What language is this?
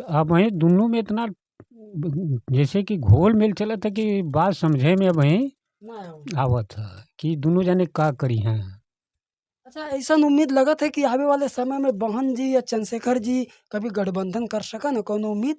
Bhojpuri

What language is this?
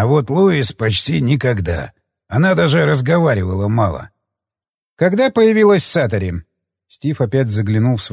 Russian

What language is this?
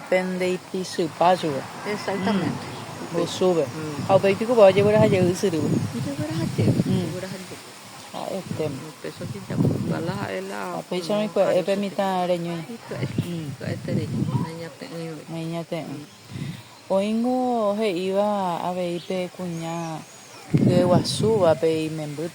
Guarani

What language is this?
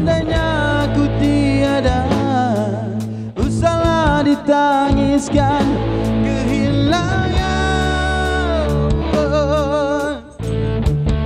Malay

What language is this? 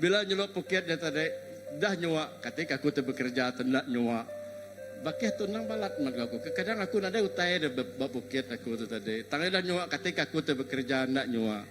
Iban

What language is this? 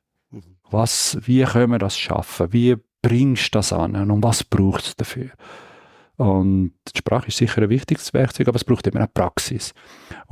Swiss German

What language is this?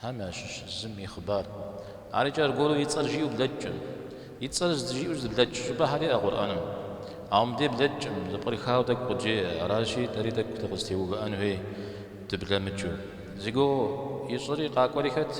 Kabardian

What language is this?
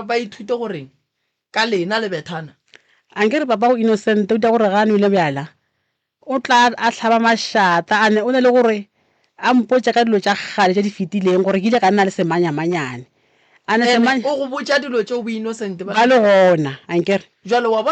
Northern Sotho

